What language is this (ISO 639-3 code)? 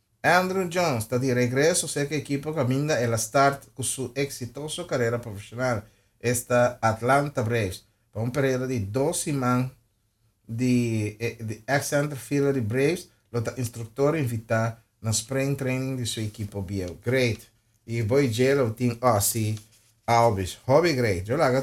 pap